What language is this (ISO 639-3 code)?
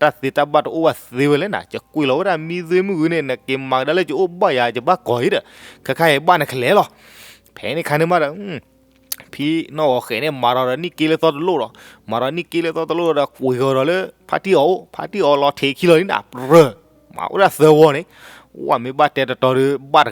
ksw